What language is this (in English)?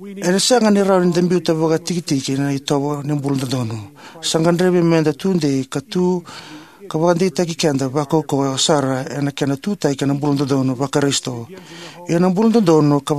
Fijian